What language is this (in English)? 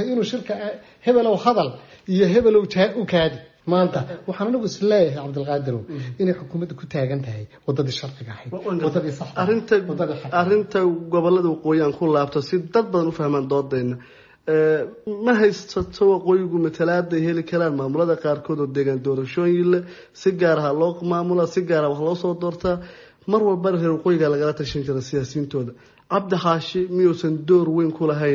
Somali